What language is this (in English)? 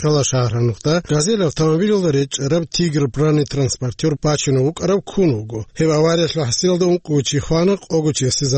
Avaric